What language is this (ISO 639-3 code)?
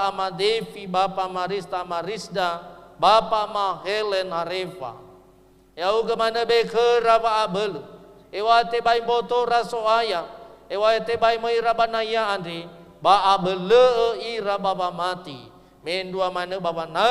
nia